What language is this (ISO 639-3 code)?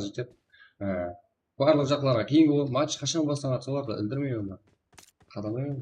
kaa